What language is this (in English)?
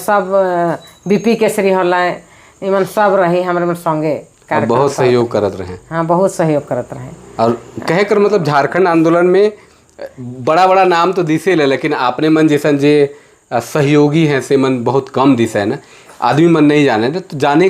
Sadri